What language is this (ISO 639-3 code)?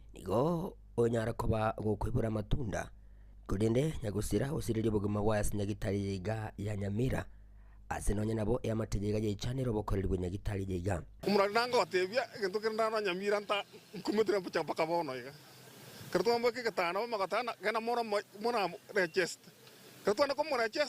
guz